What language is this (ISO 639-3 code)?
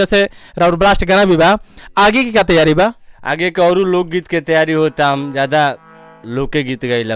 bho